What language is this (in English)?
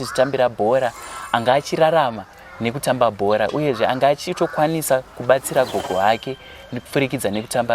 Shona